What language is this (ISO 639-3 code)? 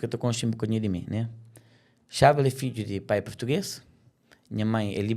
kea